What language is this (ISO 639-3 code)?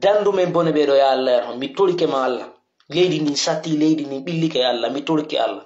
fuf